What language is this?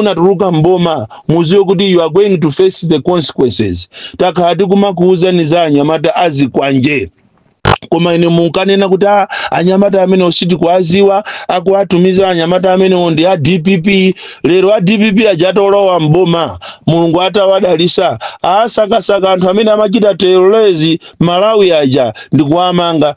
Nyanja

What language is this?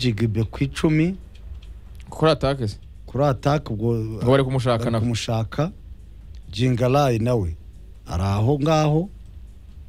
Kinyarwanda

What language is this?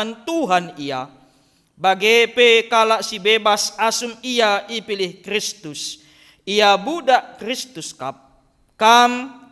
Batak Karo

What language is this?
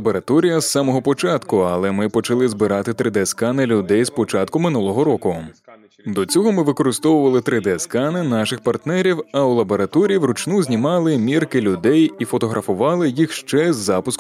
Ukrainian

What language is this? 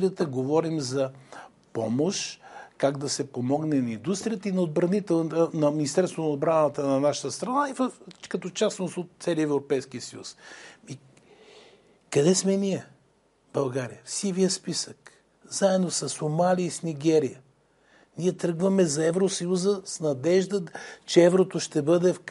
Bulgarian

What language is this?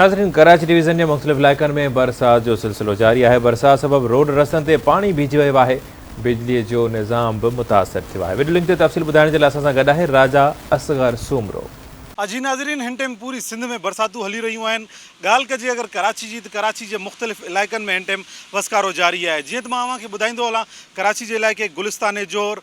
Sindhi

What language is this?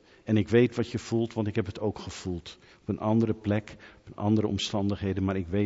Dutch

